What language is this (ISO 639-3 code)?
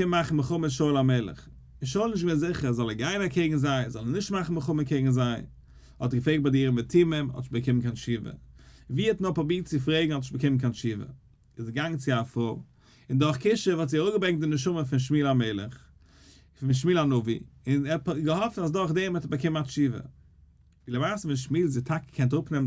yid